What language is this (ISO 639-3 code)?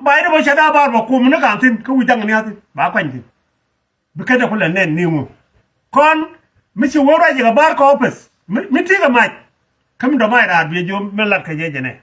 nus